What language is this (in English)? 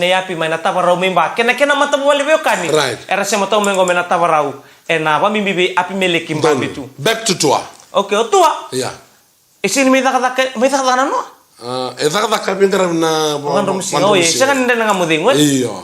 Fijian